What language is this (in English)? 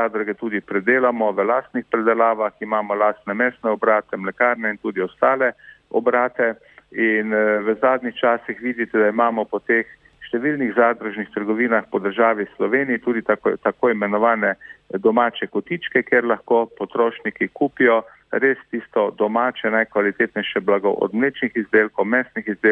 Slovenian